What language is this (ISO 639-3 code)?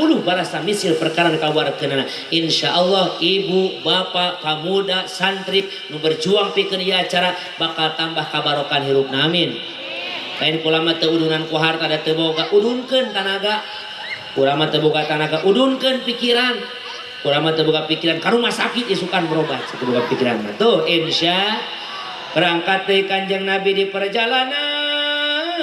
sun